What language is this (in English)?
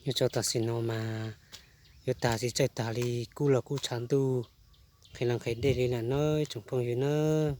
Hmong